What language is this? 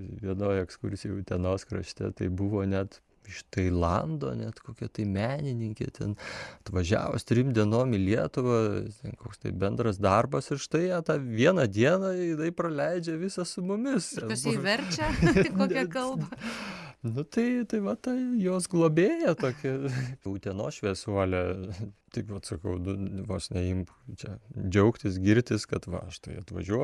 Lithuanian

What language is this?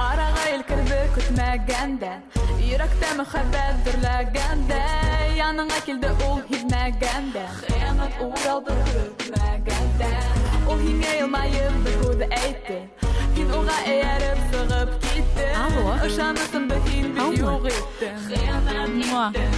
Bashkir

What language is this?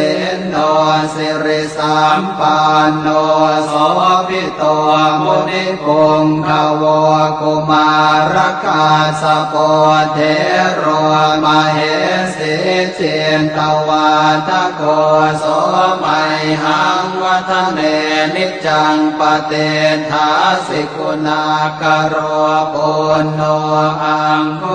Pali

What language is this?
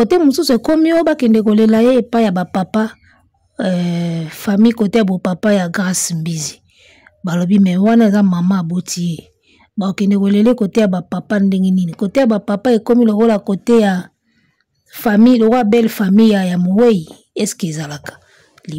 Lingala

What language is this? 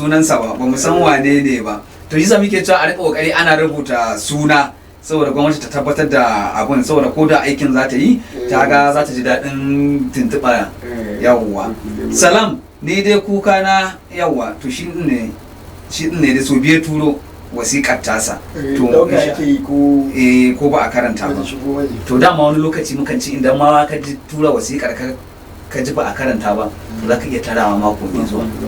Hausa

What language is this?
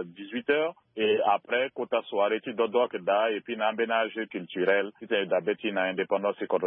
Sango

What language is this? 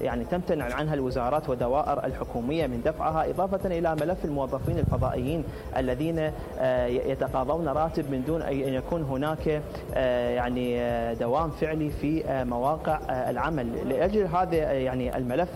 Mesopotamian Arabic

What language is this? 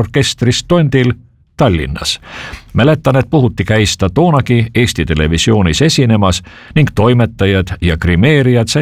Estonian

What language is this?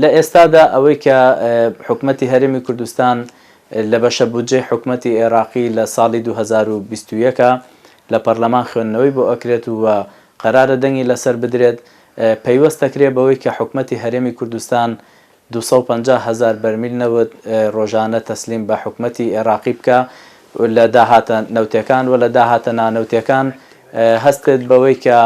Central Kurdish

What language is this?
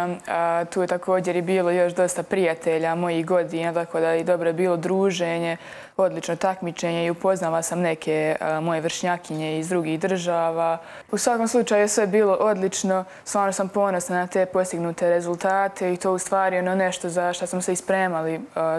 Croatian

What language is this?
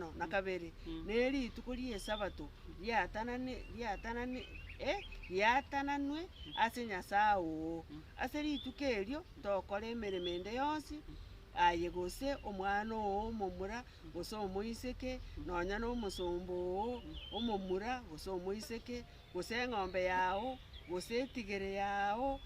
Gusii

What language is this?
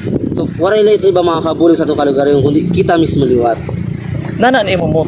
Waray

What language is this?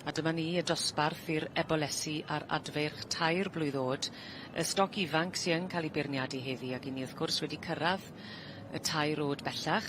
Welsh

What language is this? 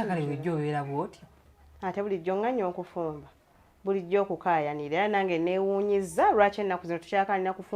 Ganda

